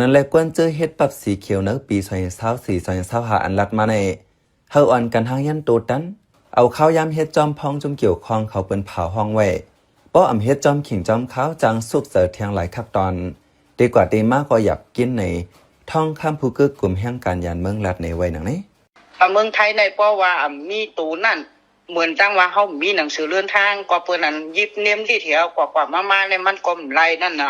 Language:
Shan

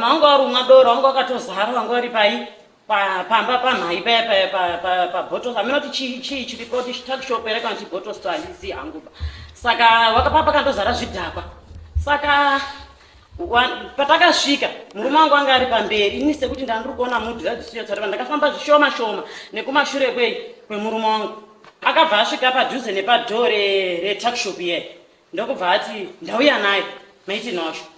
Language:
Shona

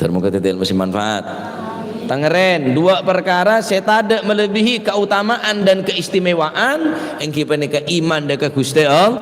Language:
Madurese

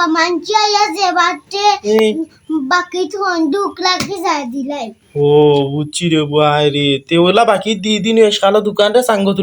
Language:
Sylheti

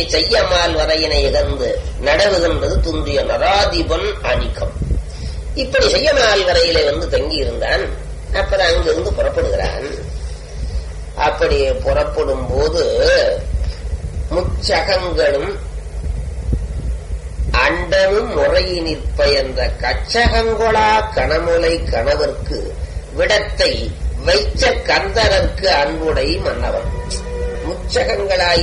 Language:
Tamil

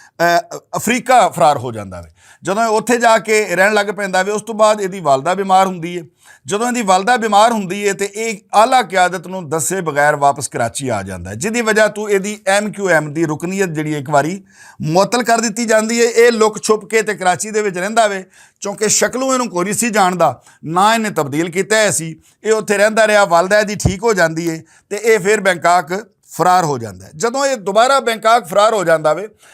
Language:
Western Panjabi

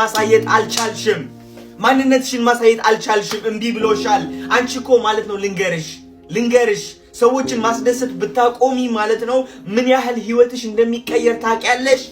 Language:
Amharic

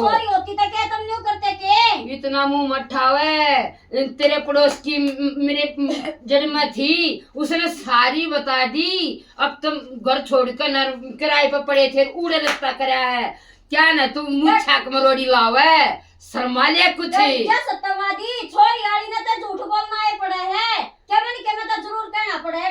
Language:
Haryanvi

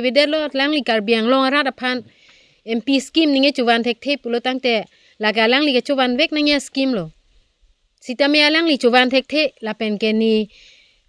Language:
Karbi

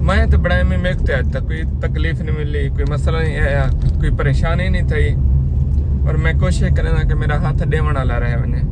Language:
Saraiki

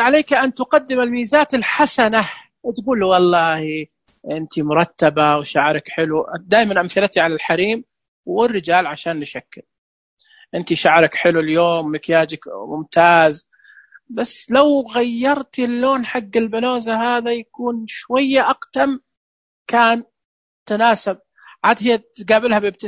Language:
Najdi Arabic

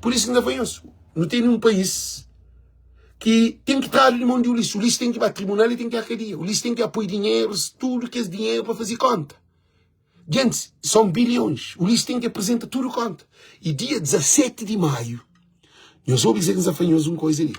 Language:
Kabuverdianu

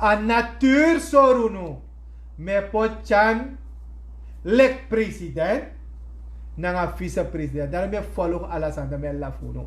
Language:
Sranan Tongo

